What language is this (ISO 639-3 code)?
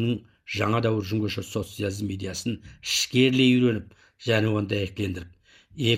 kaz